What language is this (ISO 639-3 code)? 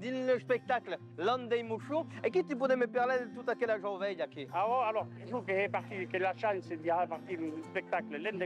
oci